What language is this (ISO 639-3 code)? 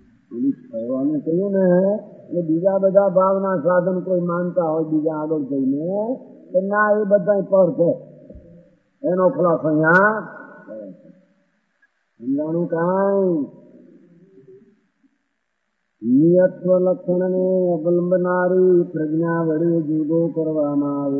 guj